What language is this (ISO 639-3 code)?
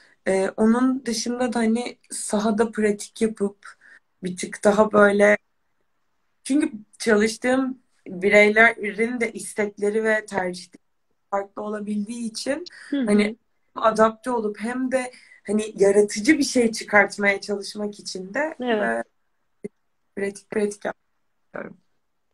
tur